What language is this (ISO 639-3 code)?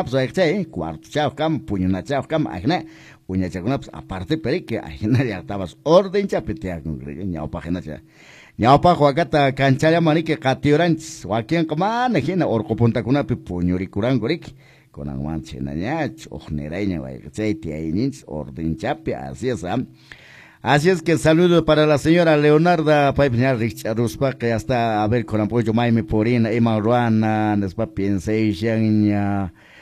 que